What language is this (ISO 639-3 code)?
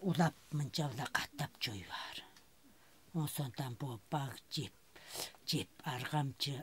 tyv